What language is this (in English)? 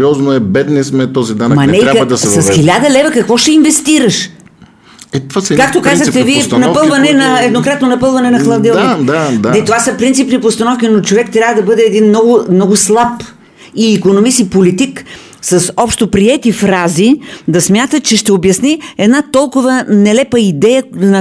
Bulgarian